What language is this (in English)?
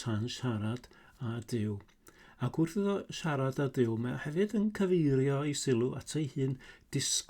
Welsh